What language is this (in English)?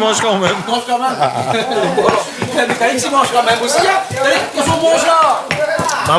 Réunion Creole French